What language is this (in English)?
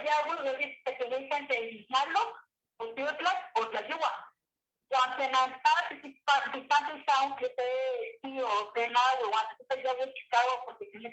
Eastern Huasteca Nahuatl